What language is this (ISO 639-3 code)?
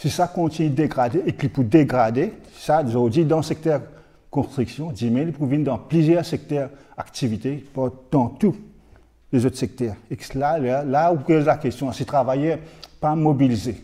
mfe